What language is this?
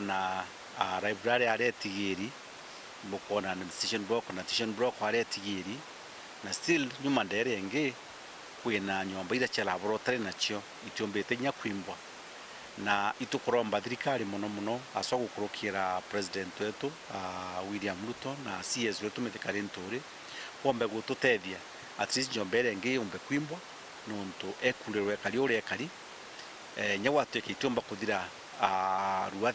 Meru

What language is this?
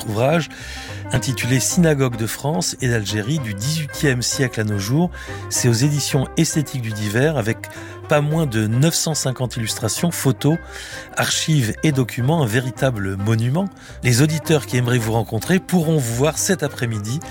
French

